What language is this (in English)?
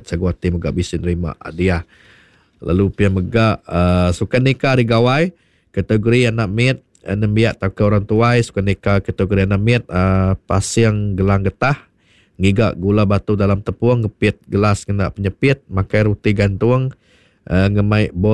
Iban